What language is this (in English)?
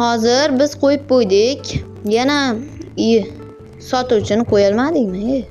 Uzbek